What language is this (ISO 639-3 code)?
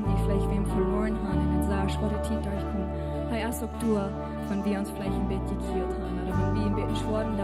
pdt